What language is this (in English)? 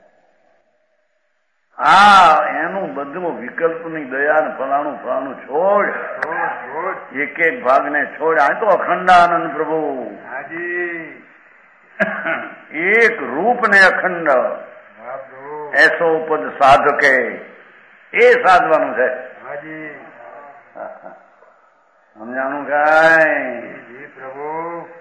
Gujarati